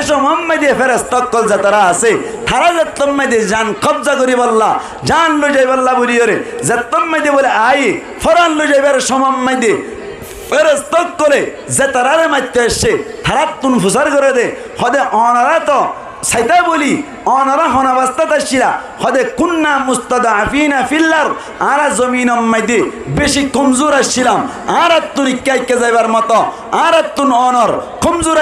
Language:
Rohingya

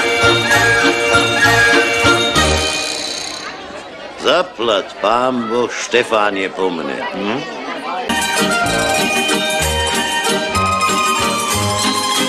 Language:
Slovak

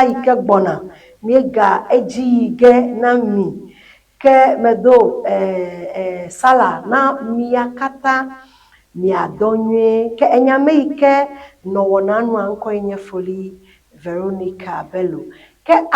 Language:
Ewe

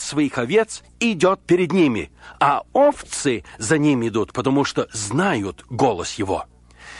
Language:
Russian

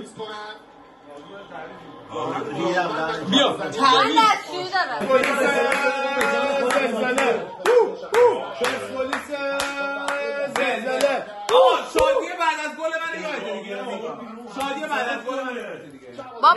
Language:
Persian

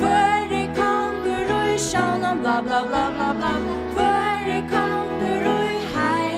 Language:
Faroese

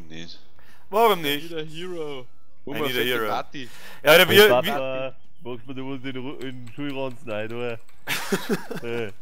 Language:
Bavarian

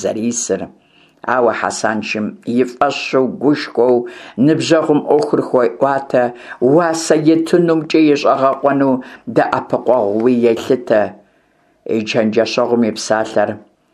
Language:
Kabardian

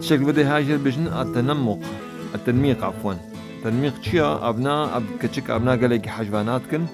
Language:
Kurdish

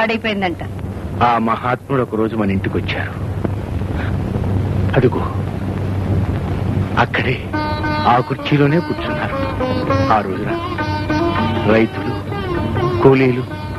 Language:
Telugu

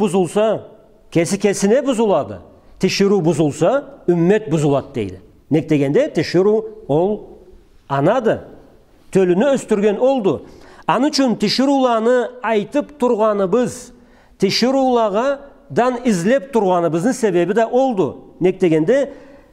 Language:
Karachay-Balkar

